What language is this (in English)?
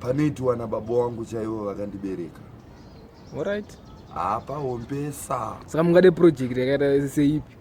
Shona